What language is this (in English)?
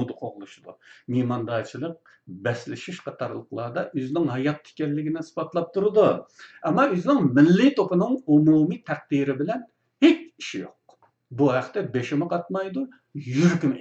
Uyghur